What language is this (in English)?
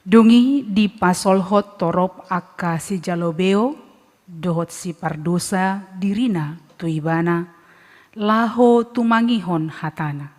Batak Toba